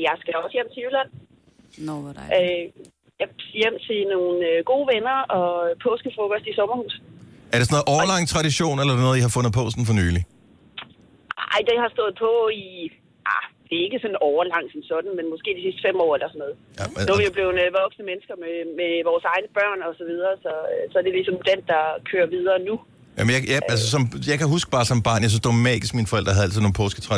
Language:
Danish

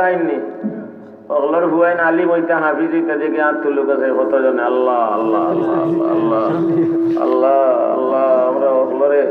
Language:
Sylheti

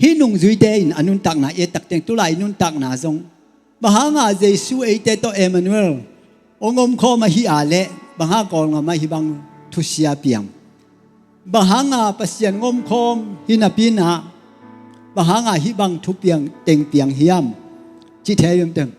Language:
Tedim Chin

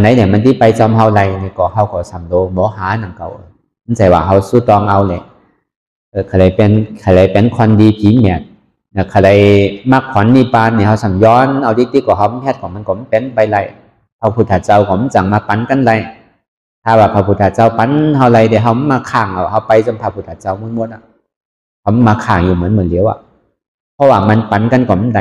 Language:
Shan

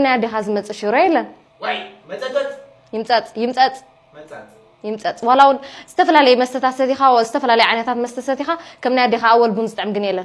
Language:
Tigrinya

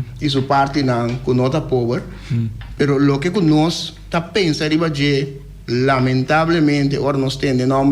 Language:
Papiamento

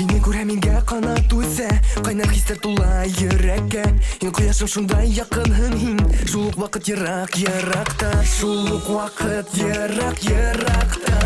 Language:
Bashkir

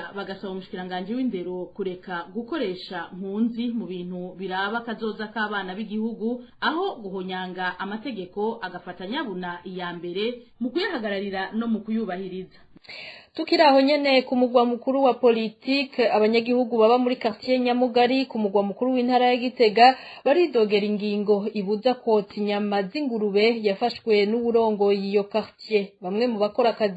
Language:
Rundi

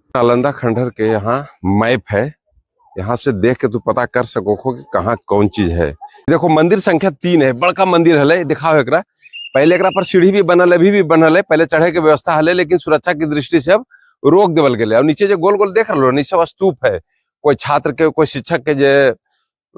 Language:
Magahi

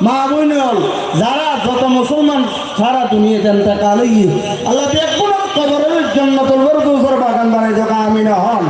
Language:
Rohingya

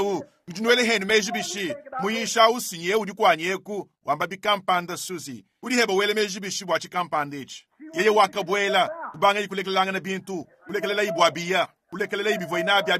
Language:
Luba-Lulua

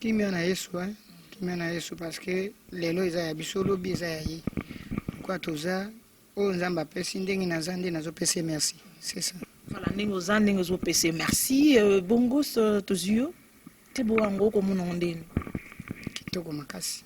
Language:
Lingala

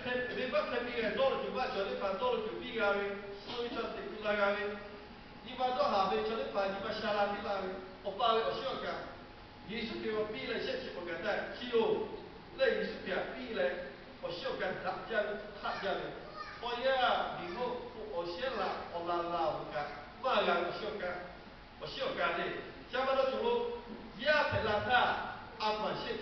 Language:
Lahu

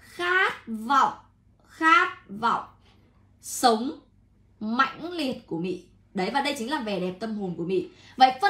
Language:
Vietnamese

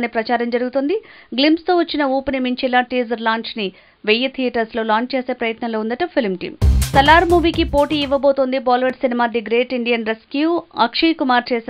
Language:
Telugu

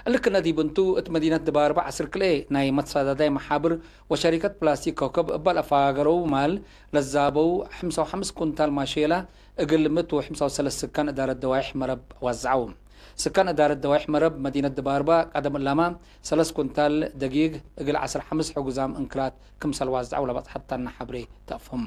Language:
Tigre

